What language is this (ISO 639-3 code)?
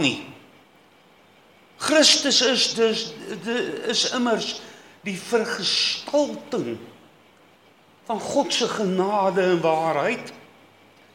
afr